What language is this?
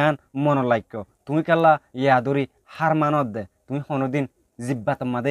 Rohingya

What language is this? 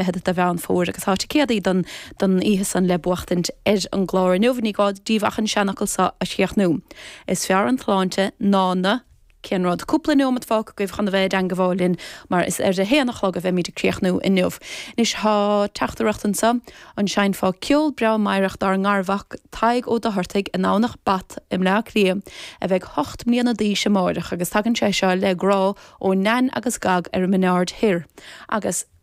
Irish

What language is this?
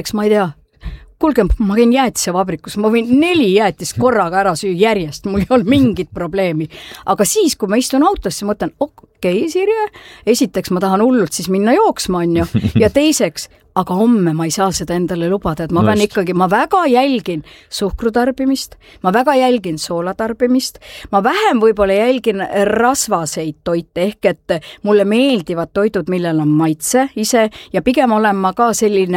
Estonian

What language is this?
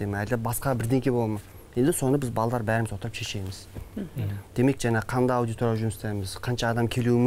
Kazakh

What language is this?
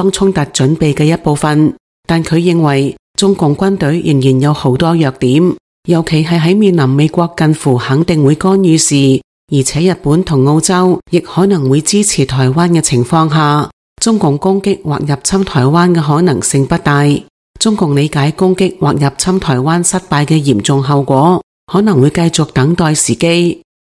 Cantonese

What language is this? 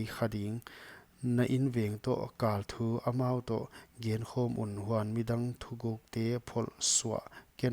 Paite Chin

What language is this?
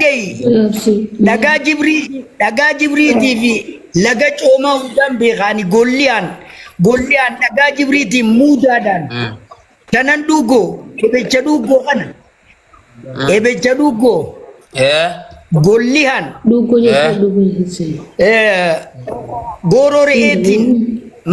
Oromo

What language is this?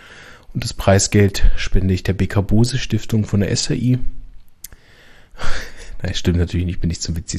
German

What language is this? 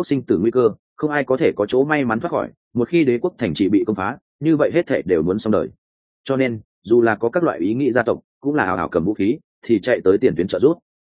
Vietnamese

